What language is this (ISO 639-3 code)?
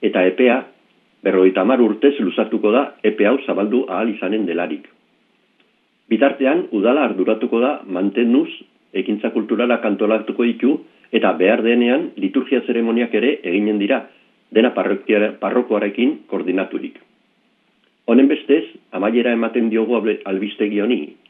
eus